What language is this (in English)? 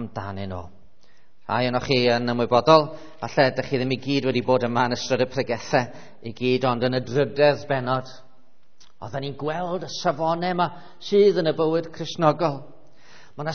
Welsh